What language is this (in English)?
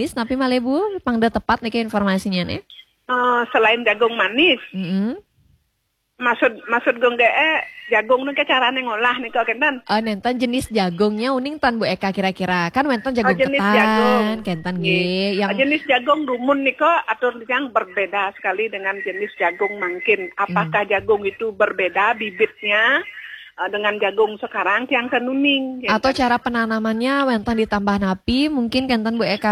Balinese